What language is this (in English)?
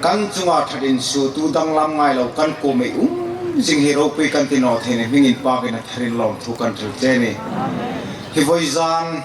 Hmar